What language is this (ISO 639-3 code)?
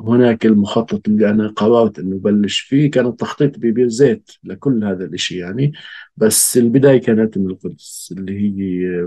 apc